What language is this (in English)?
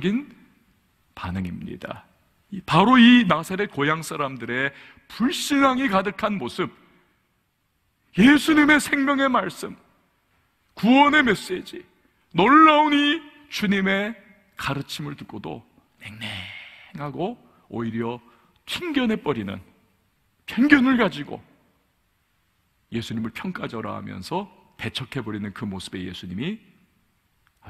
Korean